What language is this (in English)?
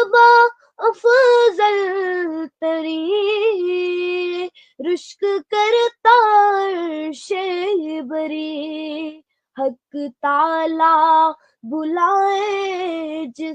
Kashmiri